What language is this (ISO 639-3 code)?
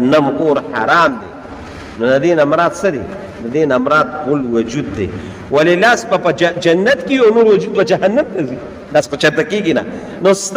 pus